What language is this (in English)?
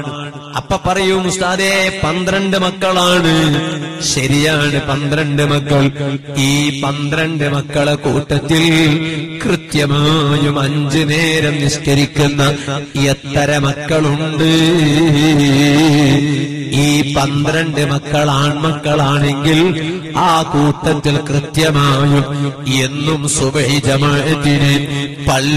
Malayalam